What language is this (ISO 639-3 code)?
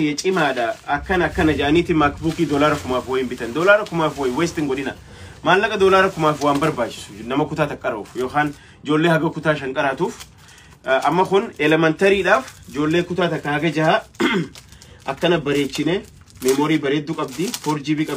orm